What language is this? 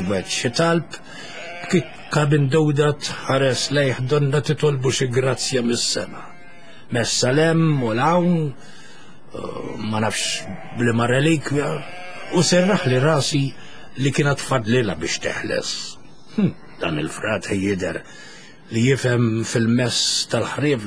Maltese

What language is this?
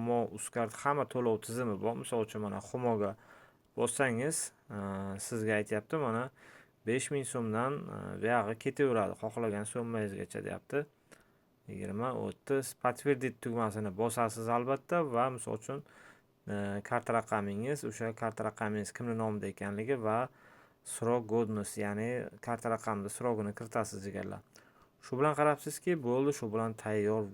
Uzbek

